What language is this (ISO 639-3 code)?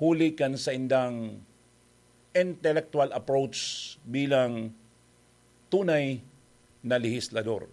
bik